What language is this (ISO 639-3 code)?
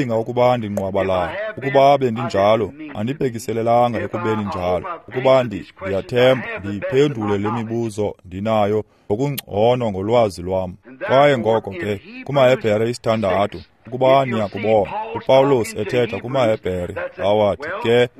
xho